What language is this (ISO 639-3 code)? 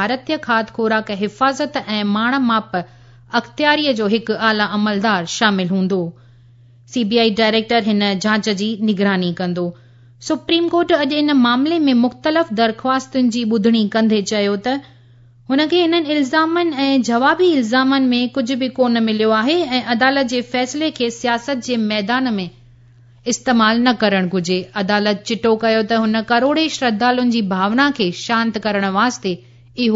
snd